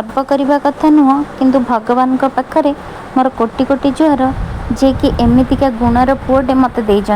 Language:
Odia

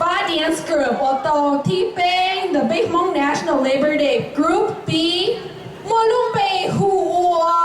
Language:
Hmong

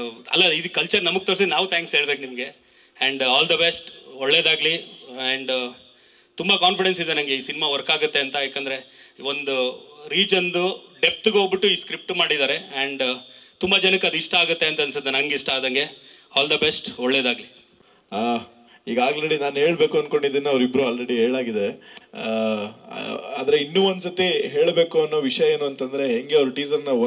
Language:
Kannada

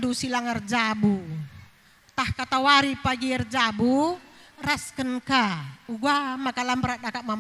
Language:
Batak Karo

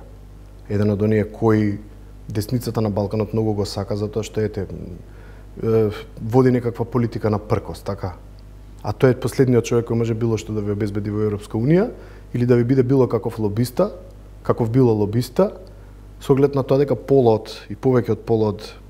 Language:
Macedonian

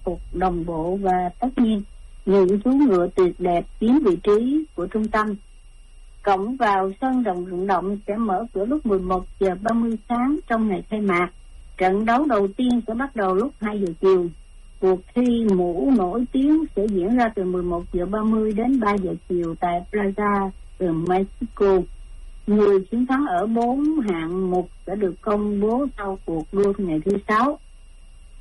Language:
Vietnamese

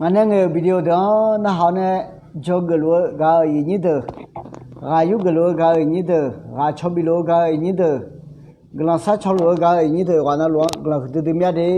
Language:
Akha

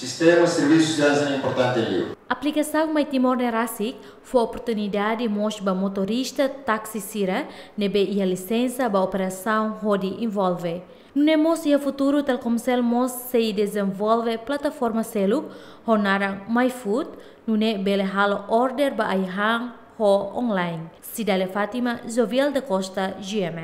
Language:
Tetum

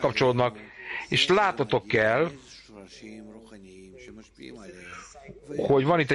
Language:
Hungarian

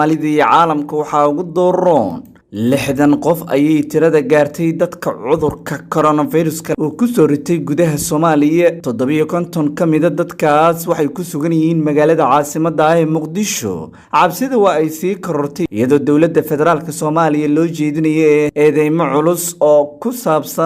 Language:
Somali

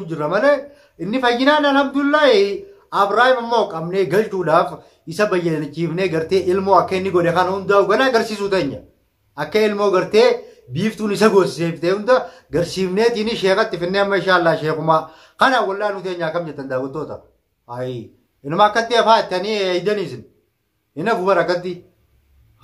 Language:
Oromo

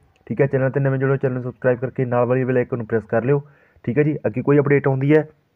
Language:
Punjabi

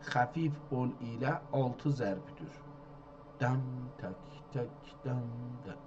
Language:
South Azerbaijani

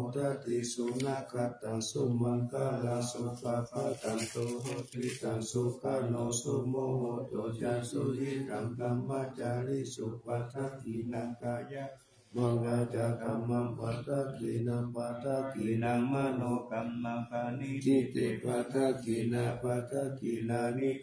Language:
Pali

